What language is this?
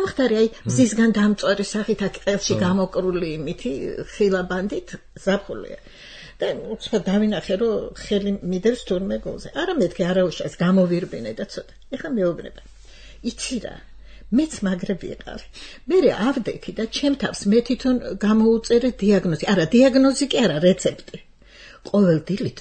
Georgian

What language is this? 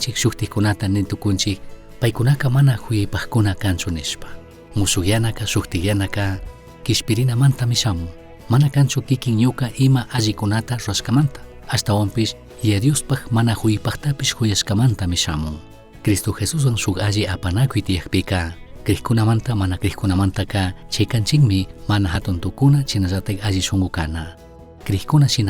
Chimborazo Highland Quichua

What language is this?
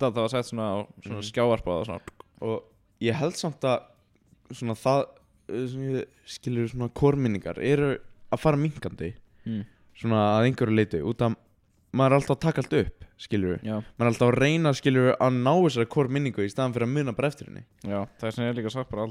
Icelandic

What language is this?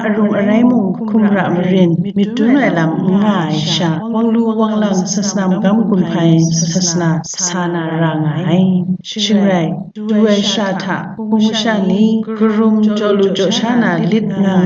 Kachin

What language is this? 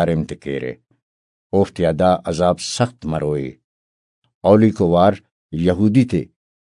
Brahui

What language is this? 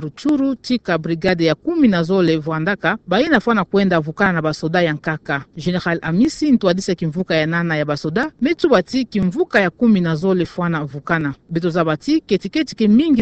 Kituba (Democratic Republic of Congo)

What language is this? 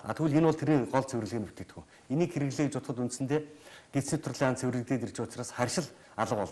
Mongolian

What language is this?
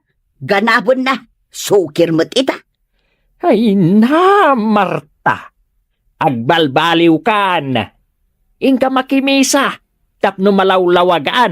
Iloko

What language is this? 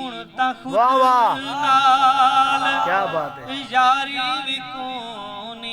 Saraiki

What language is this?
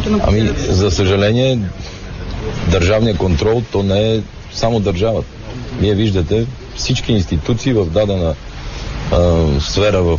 Bulgarian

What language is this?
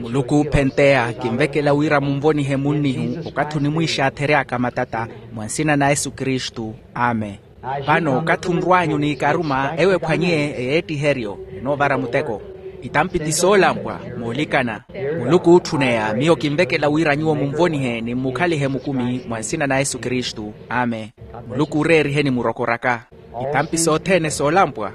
Makhuwa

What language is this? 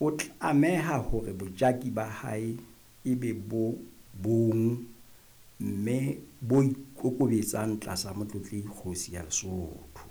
Southern Sotho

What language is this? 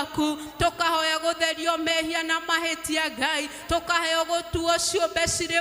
Kikuyu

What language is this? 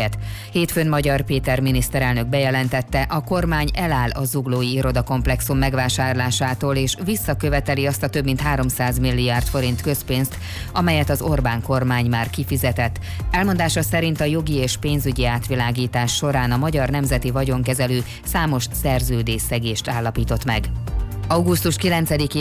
Hungarian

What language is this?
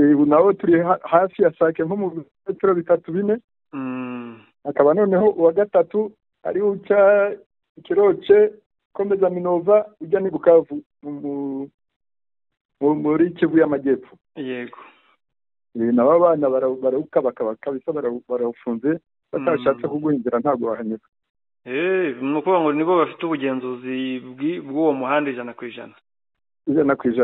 Kinyarwanda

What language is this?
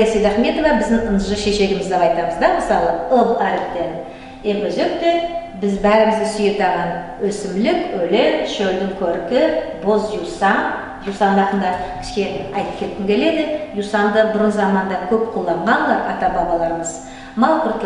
Nogai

